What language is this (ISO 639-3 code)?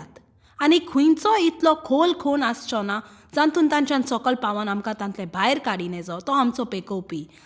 kok